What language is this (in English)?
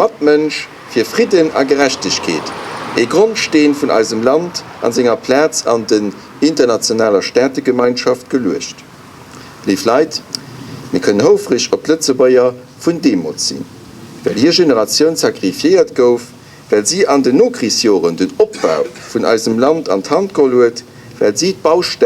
Luxembourgish